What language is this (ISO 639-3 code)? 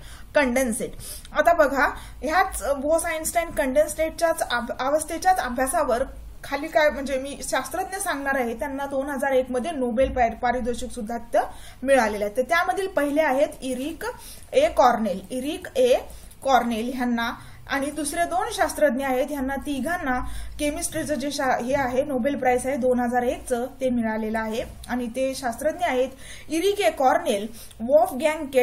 mar